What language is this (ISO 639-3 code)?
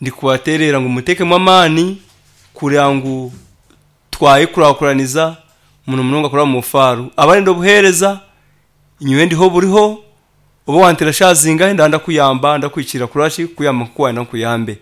nyn